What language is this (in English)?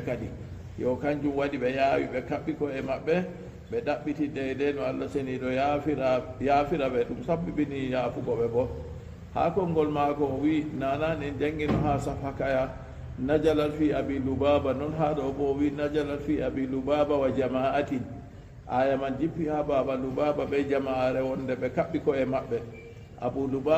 Fula